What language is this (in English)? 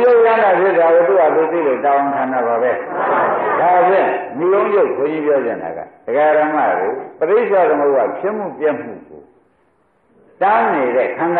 Burmese